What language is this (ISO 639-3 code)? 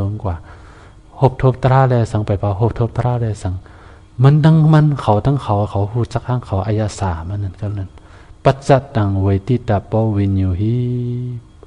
shn